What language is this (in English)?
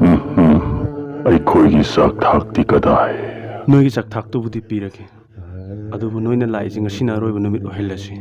Manipuri